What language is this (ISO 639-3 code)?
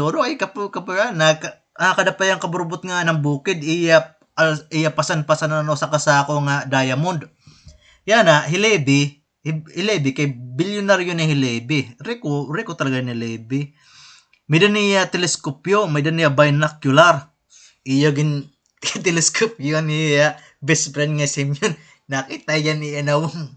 war